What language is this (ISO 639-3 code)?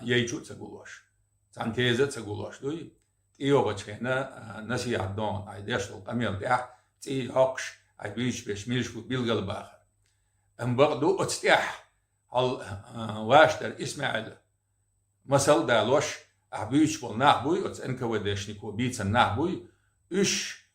che